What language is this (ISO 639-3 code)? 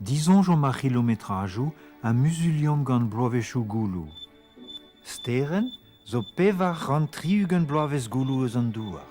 bre